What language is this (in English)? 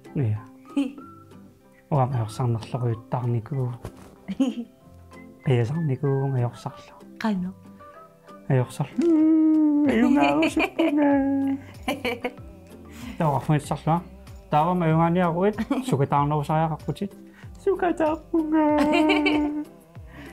Kalaallisut